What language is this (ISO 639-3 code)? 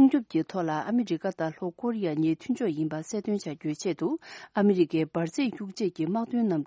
bod